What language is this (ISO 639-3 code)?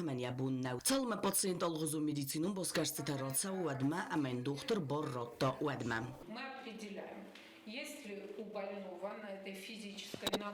oss